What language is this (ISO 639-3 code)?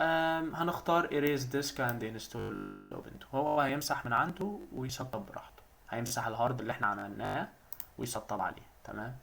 arz